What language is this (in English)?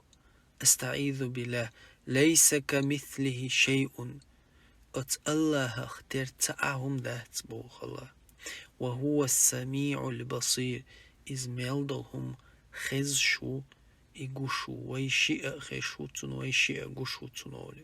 Chechen